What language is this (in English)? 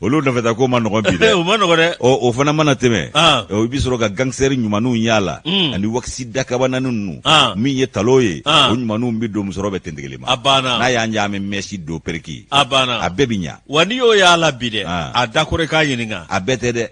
Bambara